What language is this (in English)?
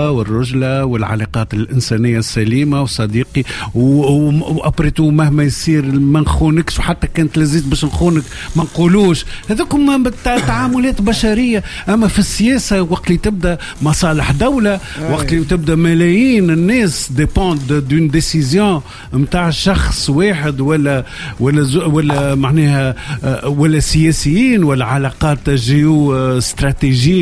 Tunisian Arabic